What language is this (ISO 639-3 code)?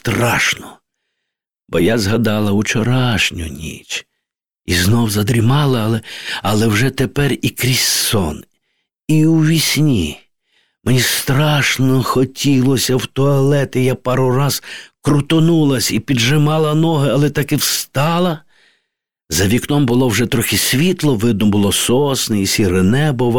ukr